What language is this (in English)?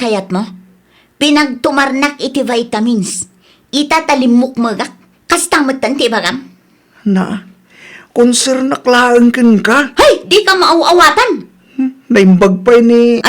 Iloko